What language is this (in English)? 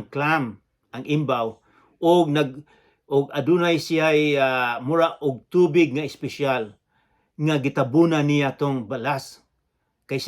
Cebuano